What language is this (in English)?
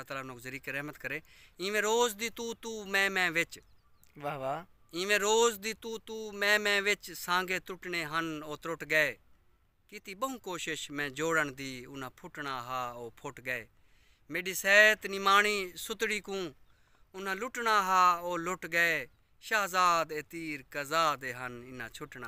Saraiki